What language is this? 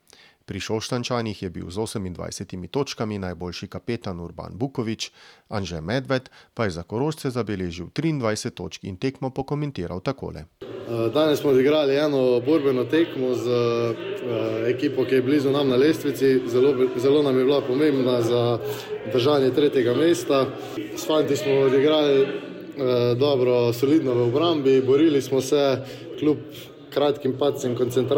Slovenian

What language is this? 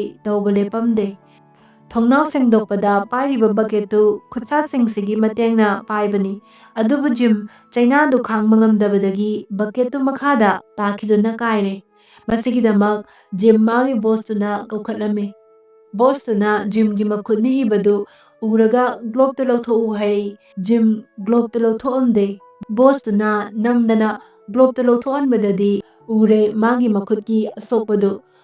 Manipuri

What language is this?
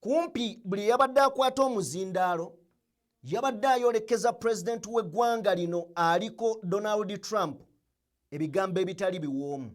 Ganda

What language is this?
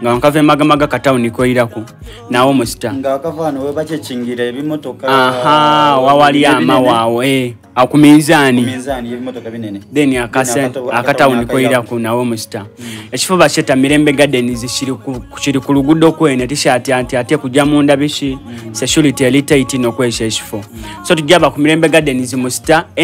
Soga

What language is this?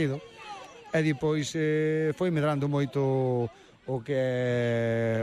Galician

